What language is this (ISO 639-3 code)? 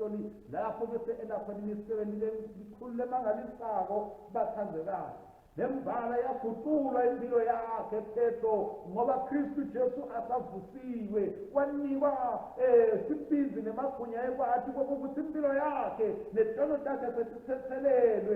ssw